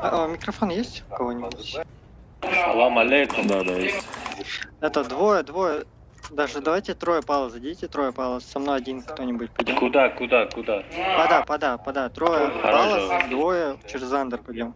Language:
Kara-Kalpak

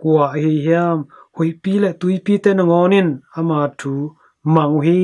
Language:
Tedim Chin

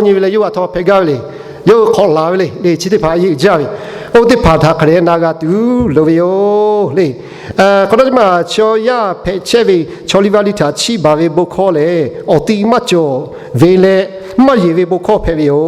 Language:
Lahu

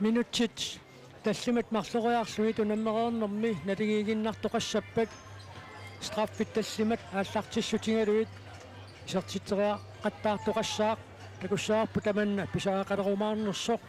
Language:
Kalaallisut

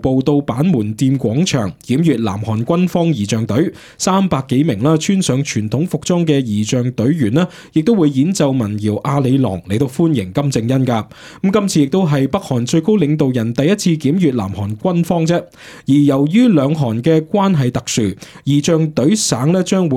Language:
Cantonese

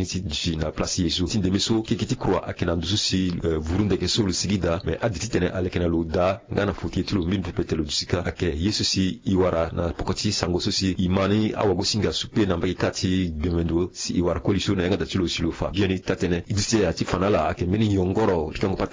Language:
Sango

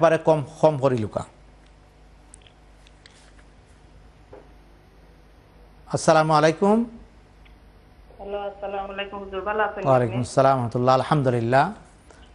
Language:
Bangla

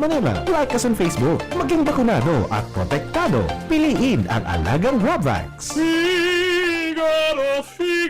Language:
Bikol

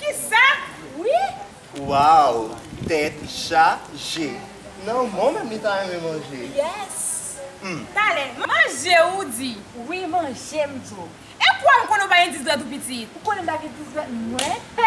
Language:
Haitian Creole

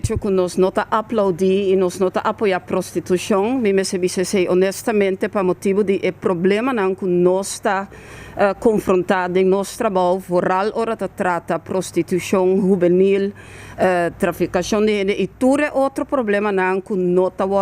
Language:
Papiamento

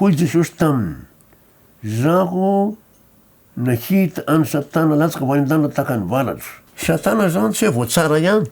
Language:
Malagasy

